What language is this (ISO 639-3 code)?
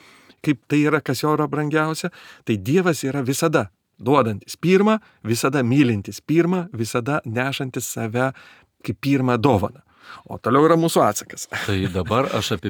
lit